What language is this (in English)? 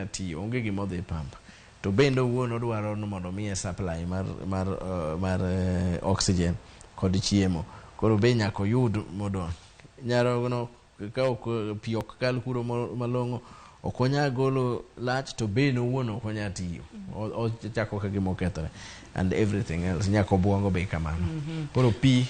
Luo (Kenya and Tanzania)